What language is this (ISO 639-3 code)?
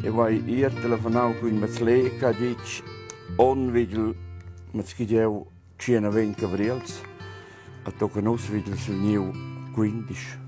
roh